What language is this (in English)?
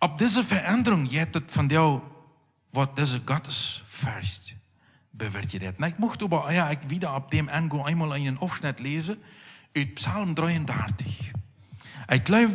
Plautdietsch